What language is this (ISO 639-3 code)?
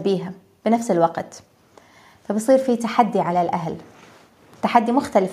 apc